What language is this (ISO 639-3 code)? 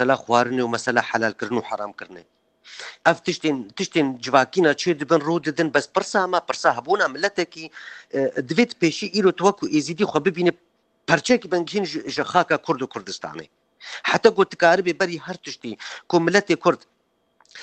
kur